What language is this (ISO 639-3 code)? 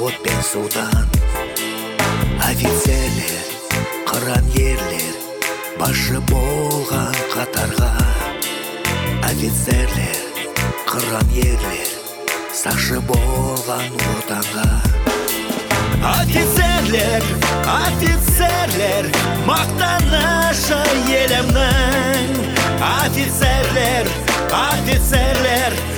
kaz